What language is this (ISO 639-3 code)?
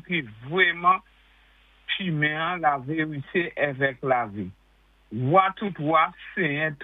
acf